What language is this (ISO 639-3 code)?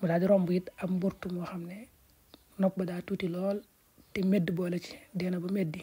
wol